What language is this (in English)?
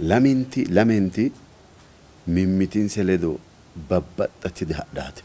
Sidamo